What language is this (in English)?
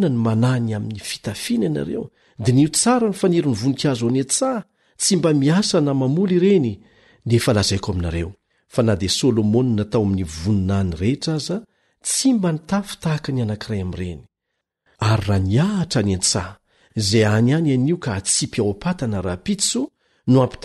Malagasy